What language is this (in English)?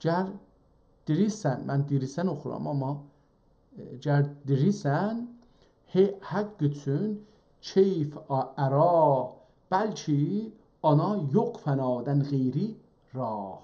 South Azerbaijani